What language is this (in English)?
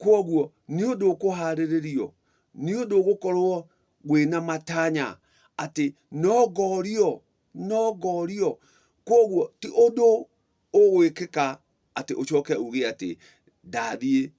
Kikuyu